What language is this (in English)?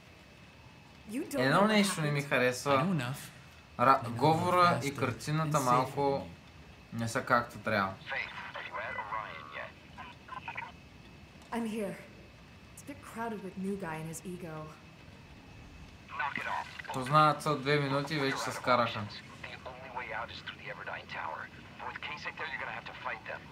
Bulgarian